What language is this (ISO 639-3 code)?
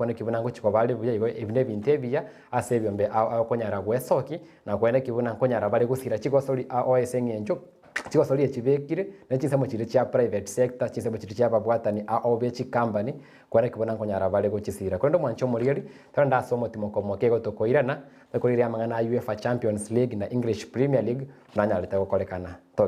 guz